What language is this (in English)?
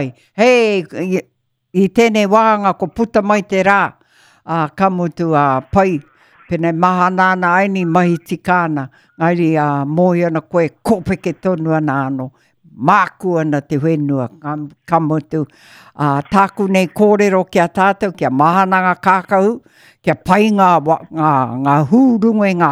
Māori